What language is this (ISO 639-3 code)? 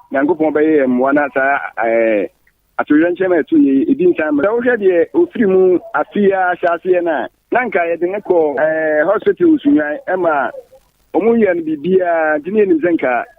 aka